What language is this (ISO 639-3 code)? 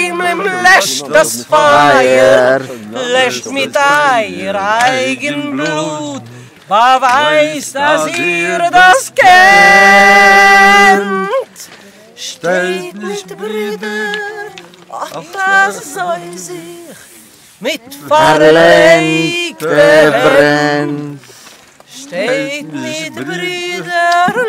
yid